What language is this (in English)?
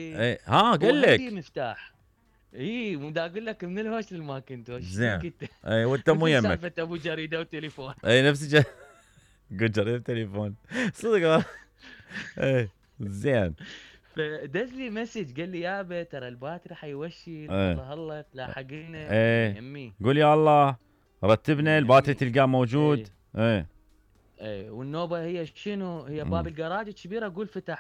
Mesopotamian Arabic